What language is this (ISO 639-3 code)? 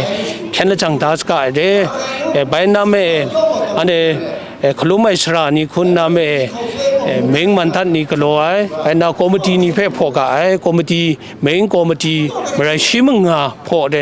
kac